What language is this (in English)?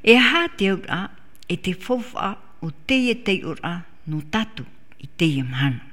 Tahitian